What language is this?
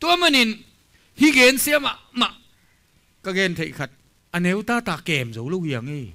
Tedim Chin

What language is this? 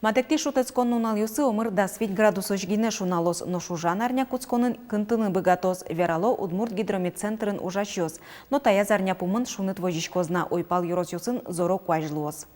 Udmurt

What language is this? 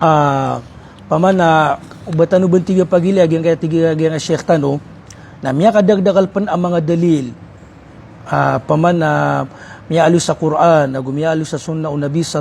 Maranao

